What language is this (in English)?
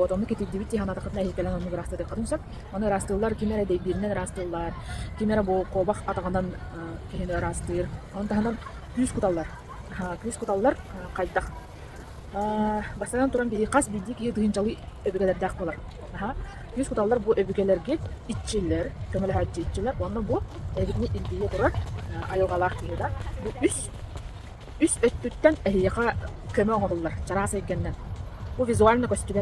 Yakut